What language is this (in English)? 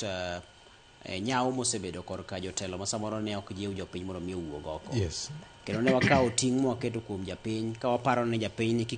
Luo (Kenya and Tanzania)